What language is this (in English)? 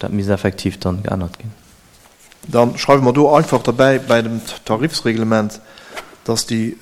Luxembourgish